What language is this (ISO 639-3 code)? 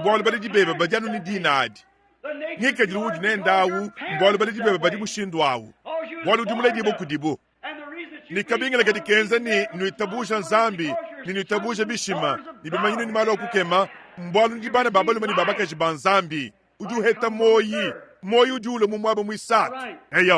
lua